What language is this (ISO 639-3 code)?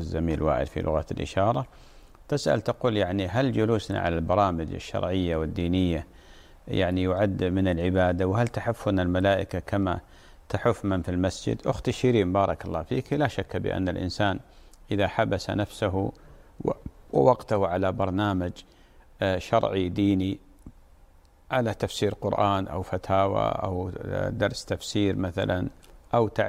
ara